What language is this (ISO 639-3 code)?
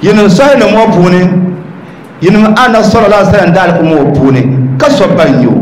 dag